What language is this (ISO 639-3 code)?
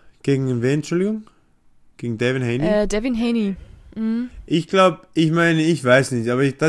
deu